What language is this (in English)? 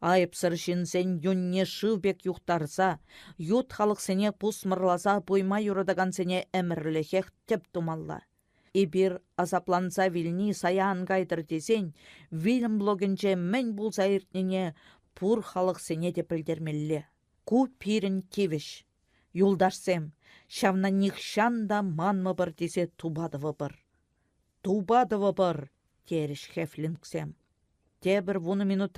Chuvash